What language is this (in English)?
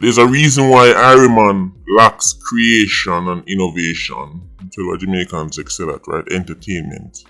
Jamaican Creole English